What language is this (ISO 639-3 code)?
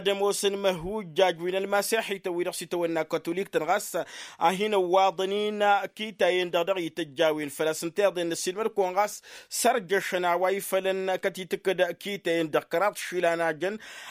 taq